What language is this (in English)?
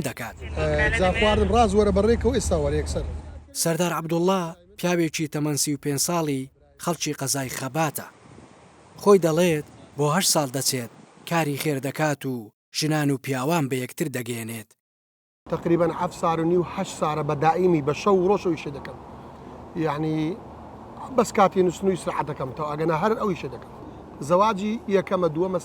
Central Kurdish